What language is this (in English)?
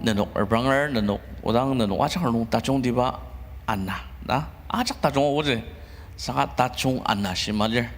Ao Naga